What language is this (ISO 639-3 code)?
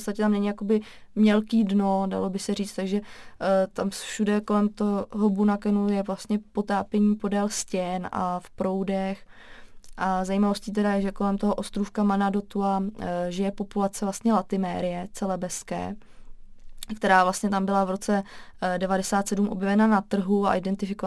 ces